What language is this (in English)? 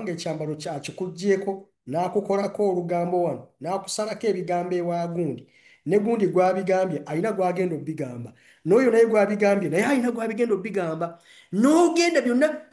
Ganda